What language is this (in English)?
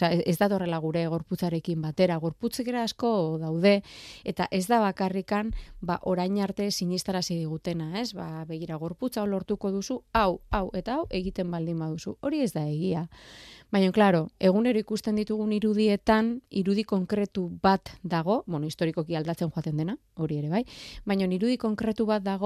Basque